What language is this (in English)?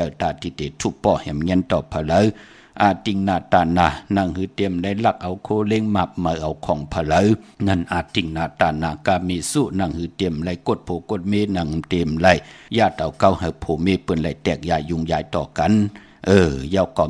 Shan